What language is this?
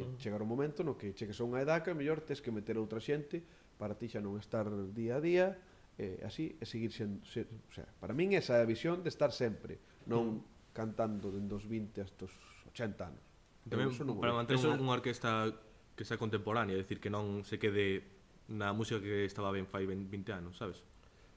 Galician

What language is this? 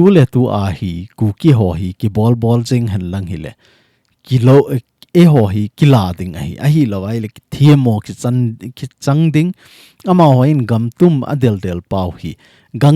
Thado Chin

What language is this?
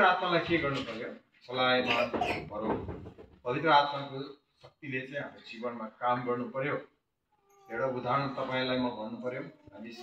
Nepali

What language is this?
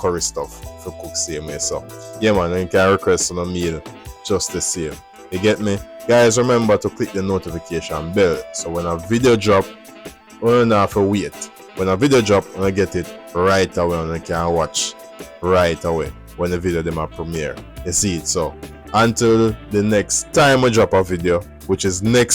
Jamaican Creole English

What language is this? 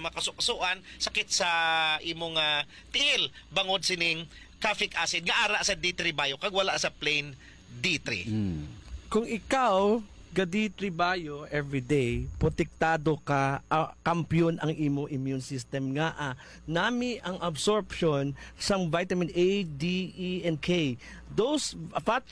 Hiligaynon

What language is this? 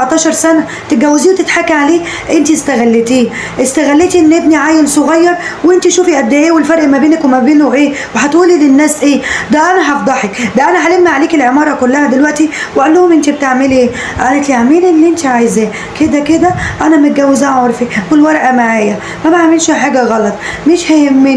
Egyptian Arabic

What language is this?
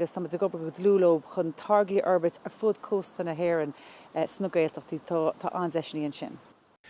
Irish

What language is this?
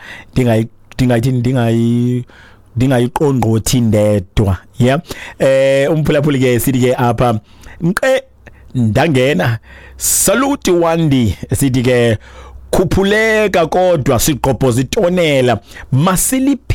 Xhosa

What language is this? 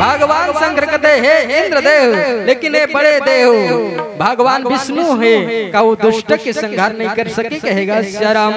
Chhattisgarhi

